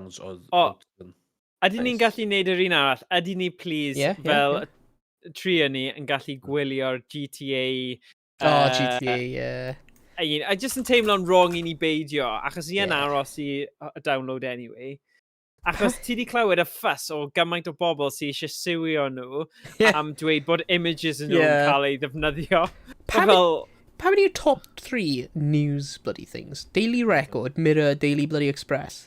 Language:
Welsh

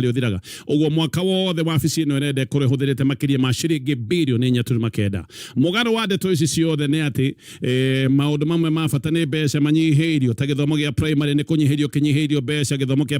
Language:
Kikuyu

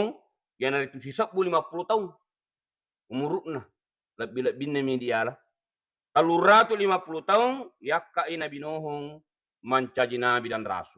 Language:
Buginese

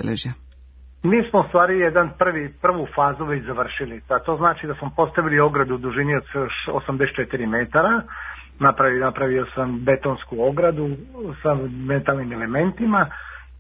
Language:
Serbian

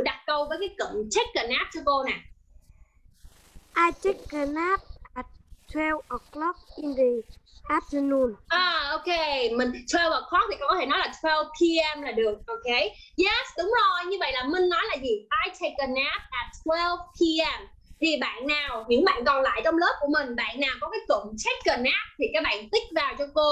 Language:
Vietnamese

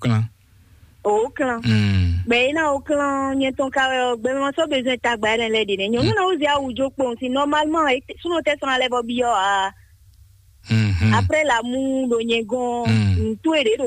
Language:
Fon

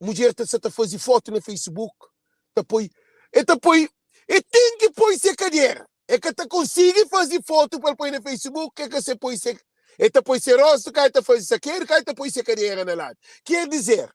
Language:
Kabuverdianu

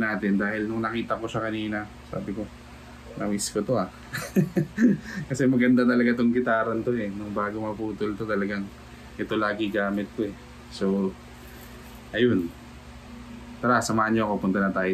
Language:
Filipino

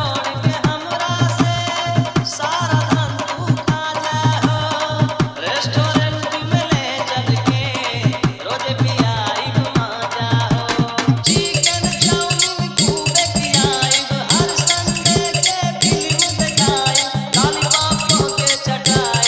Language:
Bhojpuri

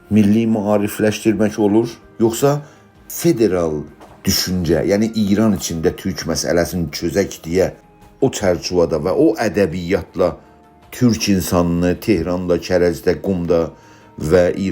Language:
South Azerbaijani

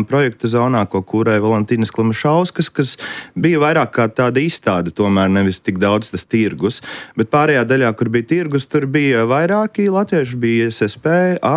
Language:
Latvian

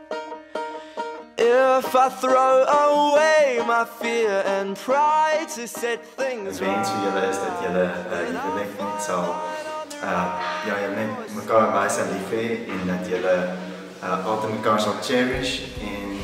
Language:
Afrikaans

